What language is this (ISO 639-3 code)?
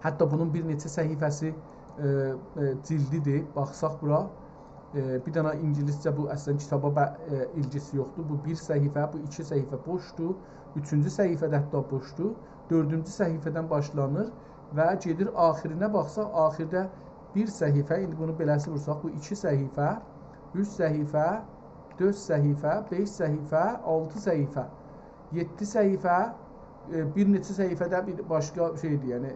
azb